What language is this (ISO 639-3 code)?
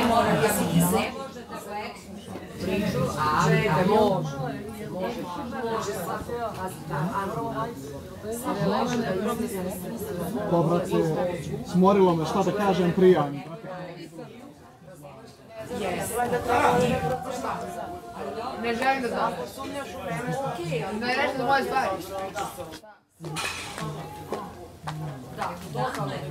srp